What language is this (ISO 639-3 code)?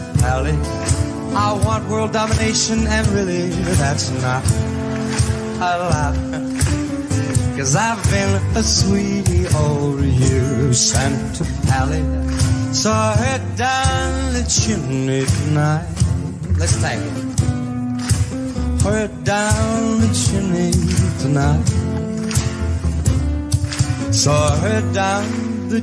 eng